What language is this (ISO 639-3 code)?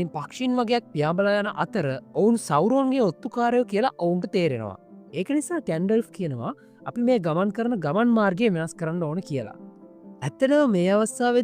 sin